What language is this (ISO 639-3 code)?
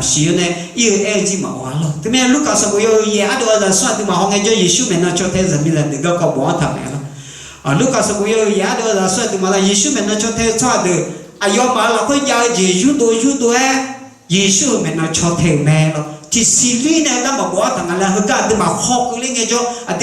ahk